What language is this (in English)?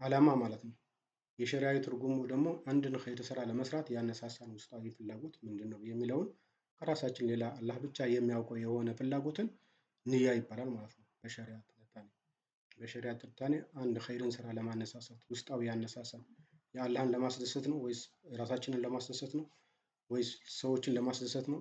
Amharic